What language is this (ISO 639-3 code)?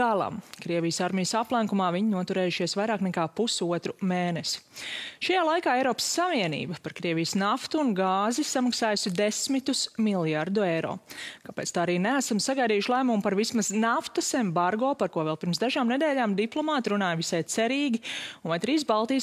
lav